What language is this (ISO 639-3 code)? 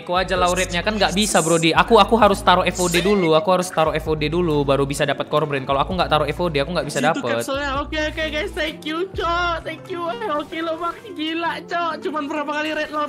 ind